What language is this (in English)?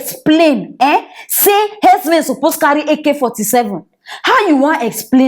Nigerian Pidgin